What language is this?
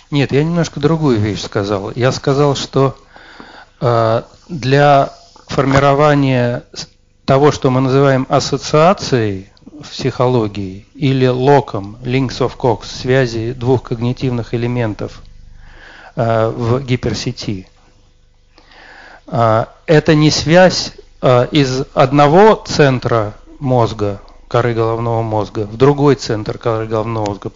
Russian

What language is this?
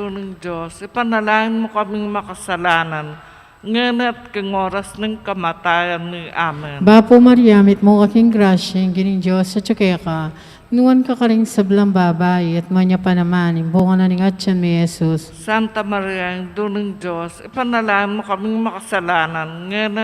Pampanga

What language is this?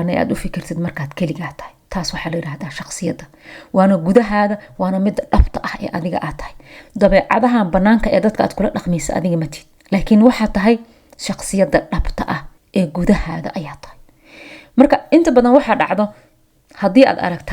Somali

